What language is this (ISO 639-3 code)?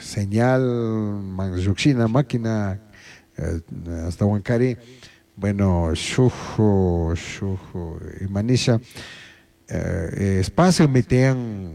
qug